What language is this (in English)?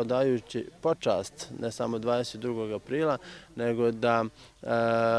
Croatian